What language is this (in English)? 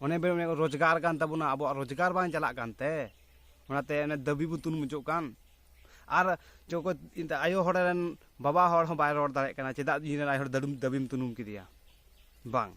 Santali